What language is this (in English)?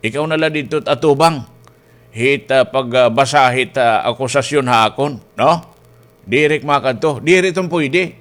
Waray